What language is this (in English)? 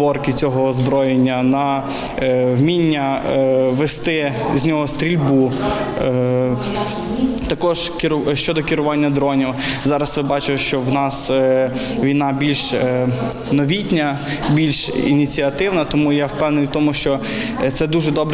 Ukrainian